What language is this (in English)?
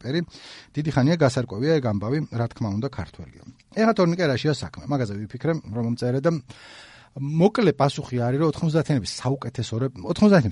Georgian